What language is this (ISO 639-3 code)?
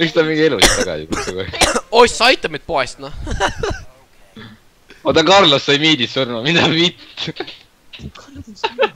est